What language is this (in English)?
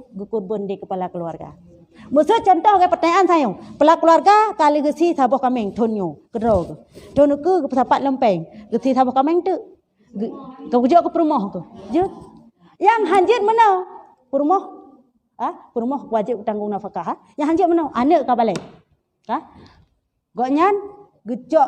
Achinese